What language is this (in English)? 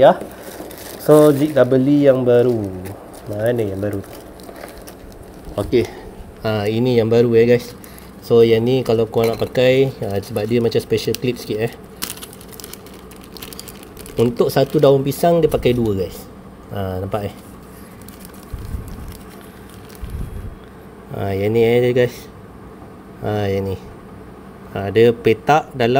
Malay